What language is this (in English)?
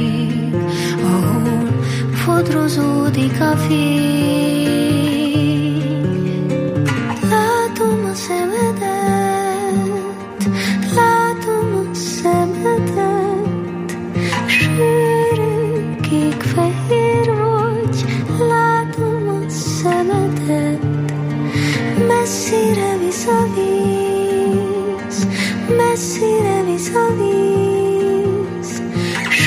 Hungarian